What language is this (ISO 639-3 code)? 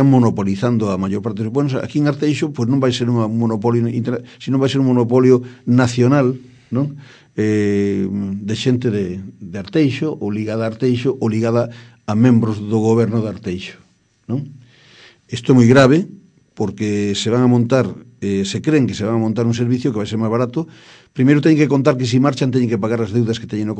glg